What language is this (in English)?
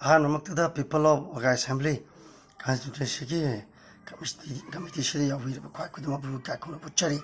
Manipuri